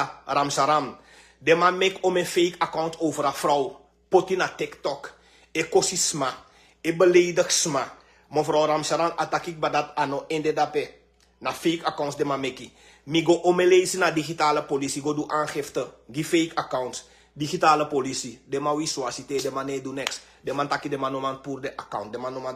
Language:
Sranan Tongo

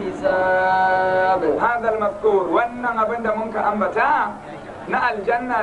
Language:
Hausa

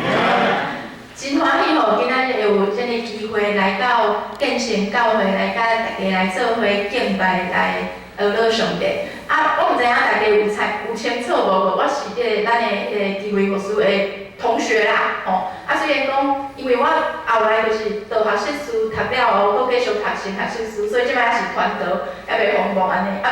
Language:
Min Nan Chinese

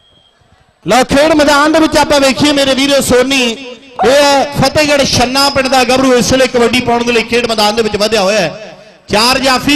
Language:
Punjabi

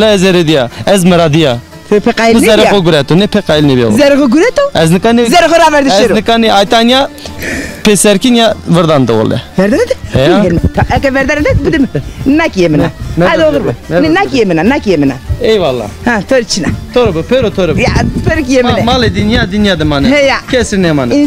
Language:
Zaza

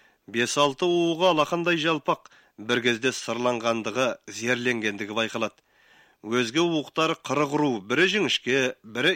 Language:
Kazakh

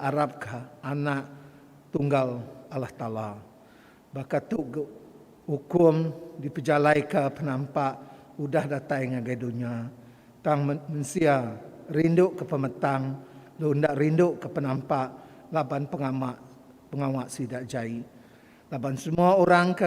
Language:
Iban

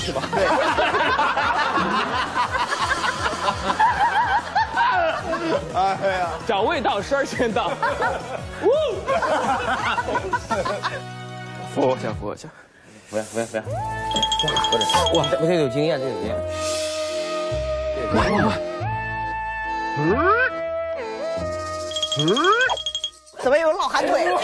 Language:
Chinese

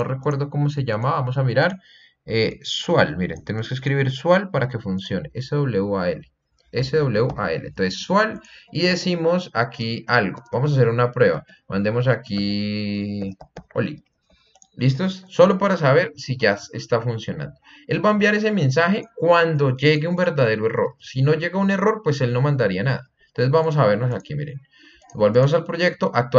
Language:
Spanish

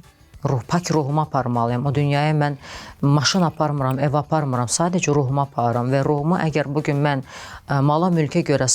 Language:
Azerbaijani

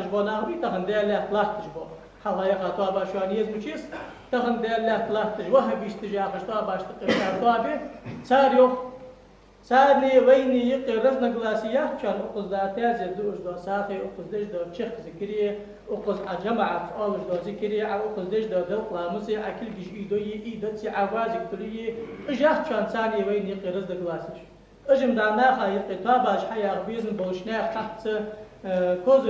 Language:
Ingush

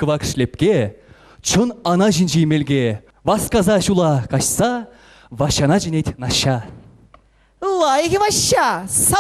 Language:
Chuvash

